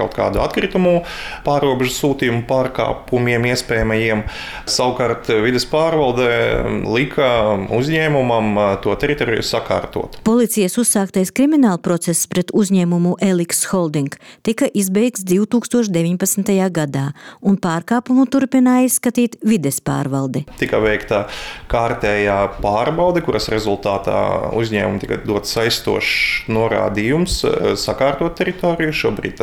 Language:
Latvian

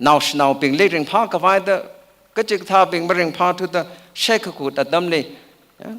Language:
Tangkhul Naga (India)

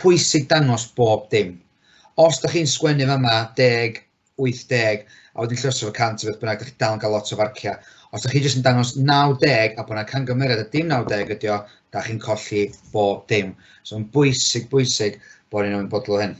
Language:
Welsh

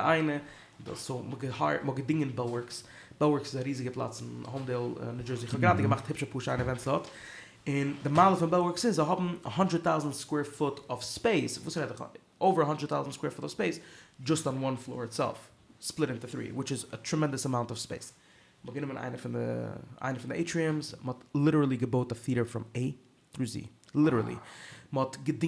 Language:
Yiddish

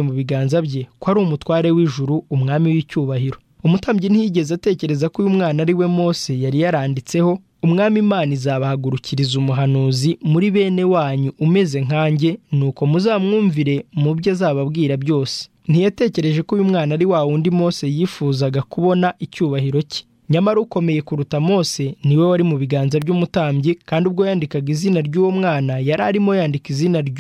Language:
Kinyarwanda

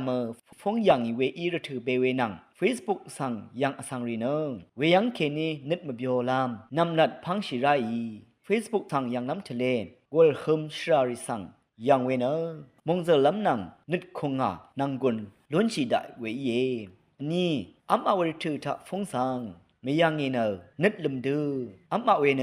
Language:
Rawang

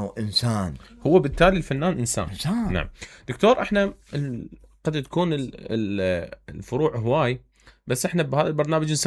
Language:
Mesopotamian Arabic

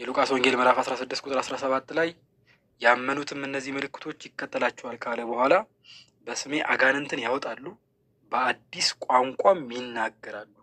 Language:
Amharic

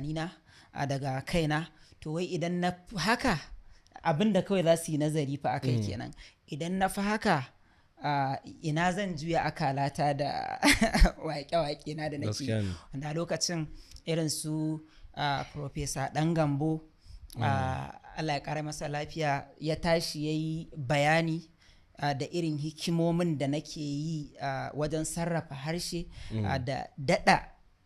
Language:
Hausa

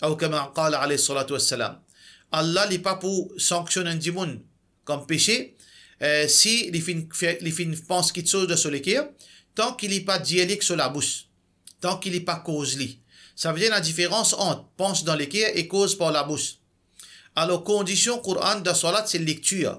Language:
Morisyen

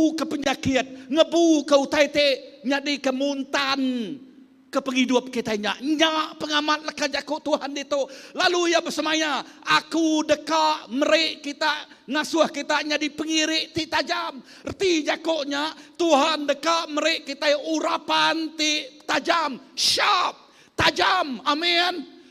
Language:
Iban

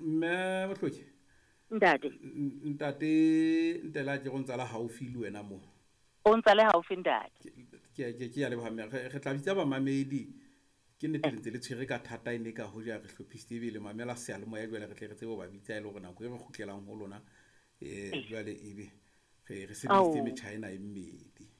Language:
Southern Sotho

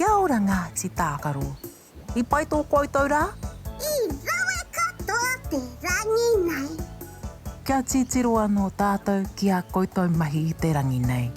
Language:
Māori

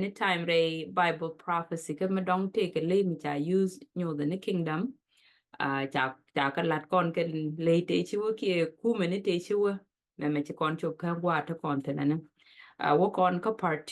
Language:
Nuer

